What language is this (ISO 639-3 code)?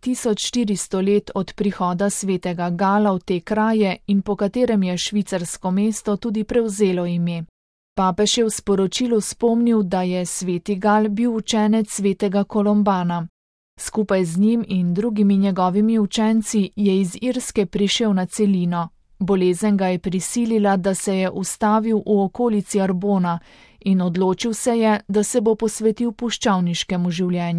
slv